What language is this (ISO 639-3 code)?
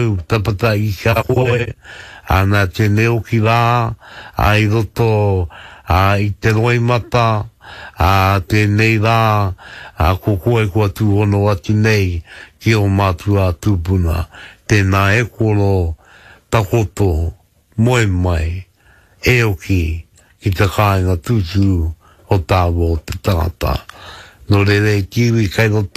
mri